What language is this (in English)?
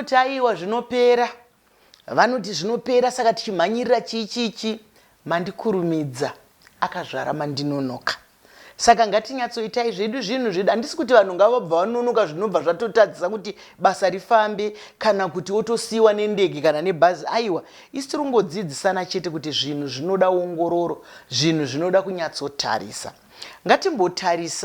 Shona